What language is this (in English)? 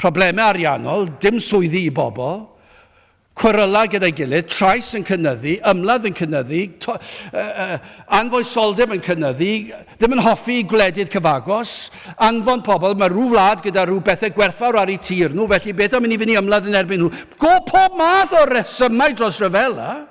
Welsh